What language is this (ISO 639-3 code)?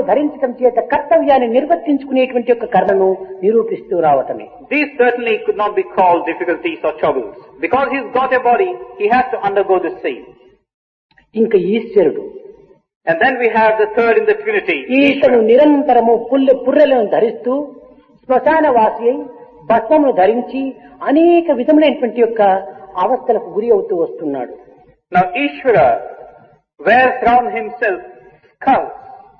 tel